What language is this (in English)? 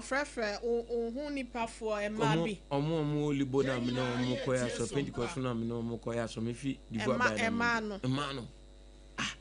Akan